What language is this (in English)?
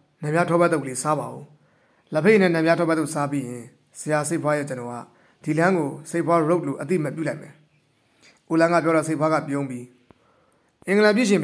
Burmese